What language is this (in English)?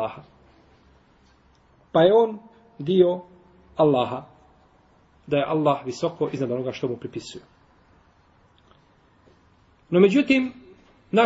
Bosnian